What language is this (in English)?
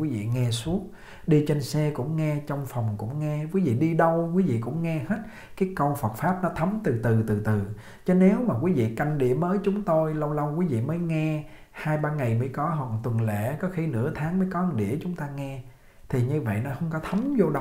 Vietnamese